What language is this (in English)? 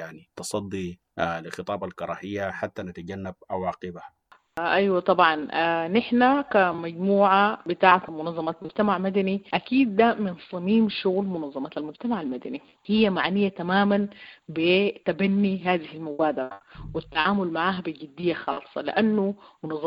Sudanese Arabic